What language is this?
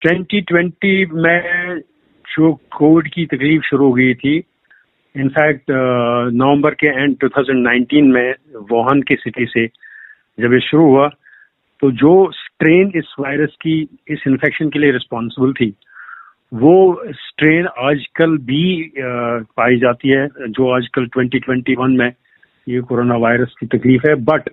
Hindi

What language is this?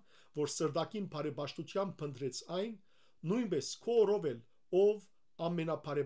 Western Armenian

